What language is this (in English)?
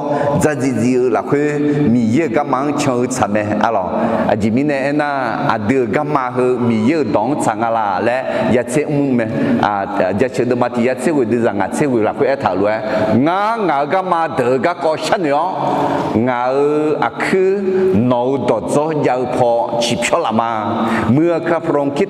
Akha